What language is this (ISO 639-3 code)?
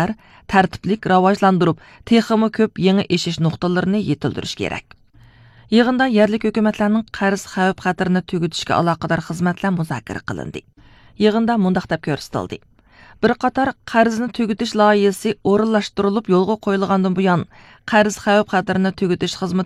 uig